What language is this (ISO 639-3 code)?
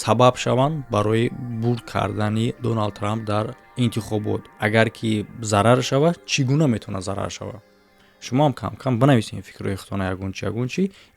tgk